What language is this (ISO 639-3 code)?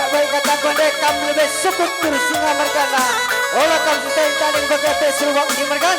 btx